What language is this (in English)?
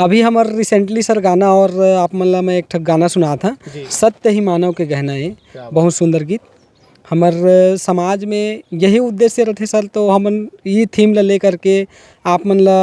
Chhattisgarhi